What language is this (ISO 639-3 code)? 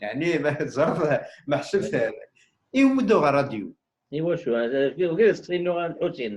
kab